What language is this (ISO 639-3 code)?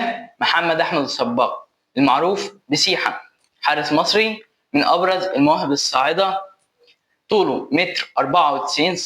arz